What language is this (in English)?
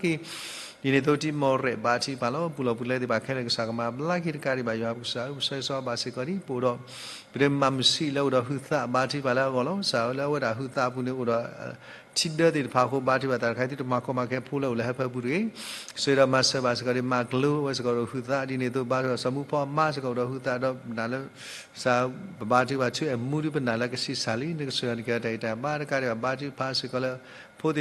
S'gaw Karen